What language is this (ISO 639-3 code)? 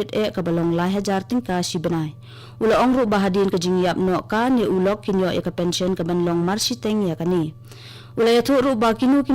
kha